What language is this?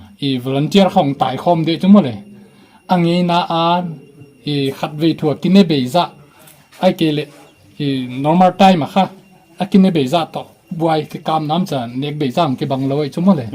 Paite Chin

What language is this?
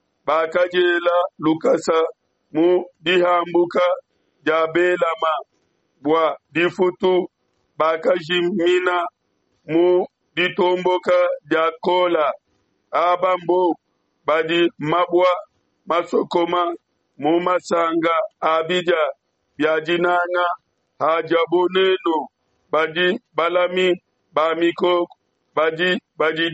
Luba-Lulua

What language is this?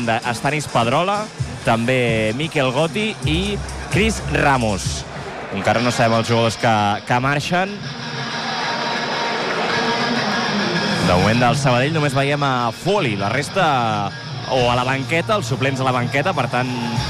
Catalan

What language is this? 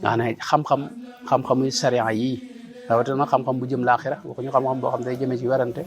Wolof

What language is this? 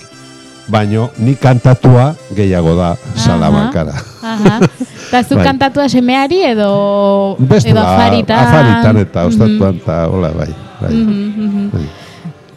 Basque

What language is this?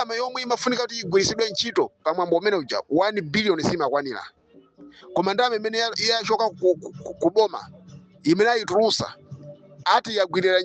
Nyanja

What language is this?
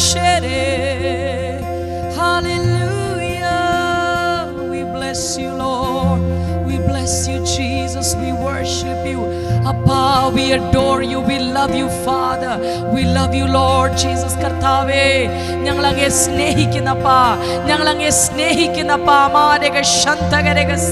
Malayalam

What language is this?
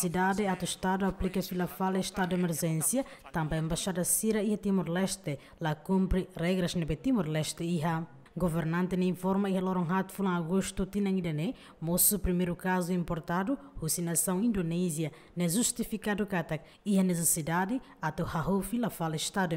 Tetum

